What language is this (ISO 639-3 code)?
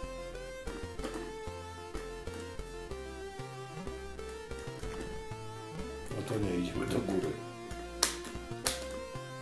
pol